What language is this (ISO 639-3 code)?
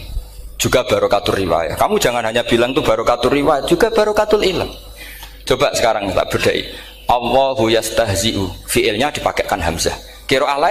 ind